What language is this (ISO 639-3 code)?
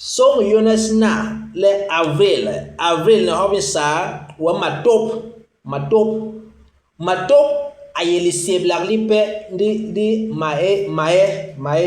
bas